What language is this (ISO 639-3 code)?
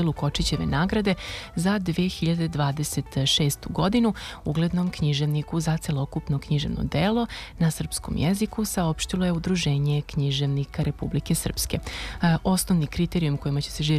srp